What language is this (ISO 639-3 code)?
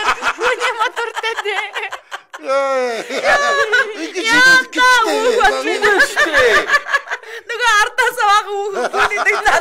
mon